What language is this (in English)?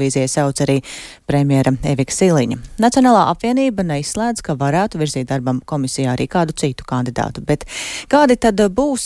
Latvian